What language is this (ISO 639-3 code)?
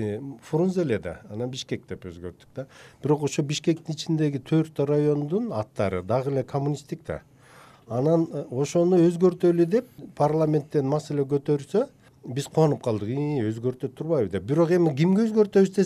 kir